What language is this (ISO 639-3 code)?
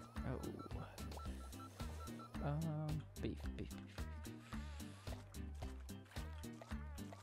eng